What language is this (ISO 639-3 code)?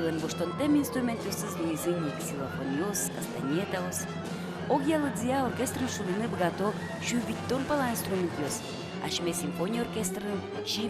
udm